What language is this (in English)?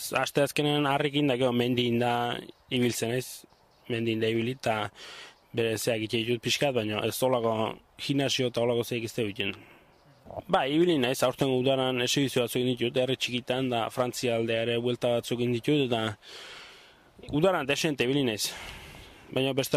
Basque